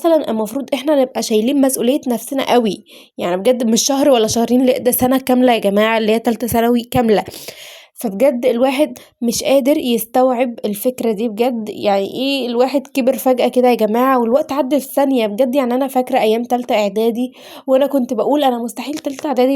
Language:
Egyptian Arabic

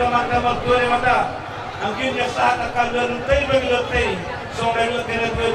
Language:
Batak Toba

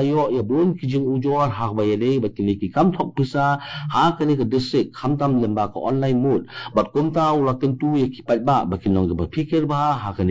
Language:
Khasi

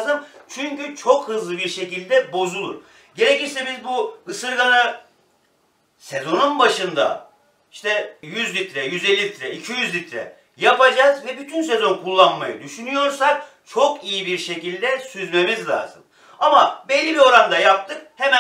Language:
Turkish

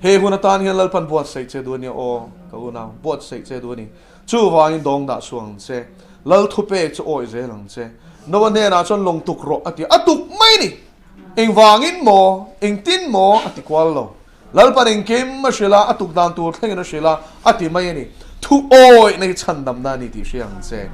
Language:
Mizo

